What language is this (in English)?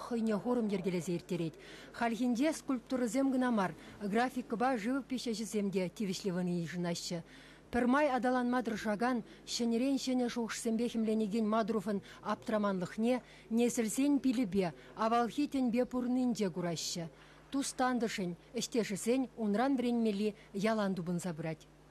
Chuvash